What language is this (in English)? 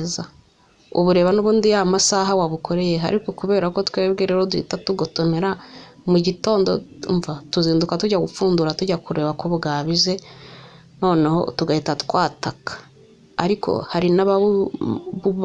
Kinyarwanda